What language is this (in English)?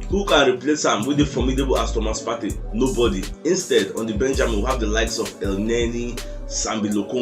Nigerian Pidgin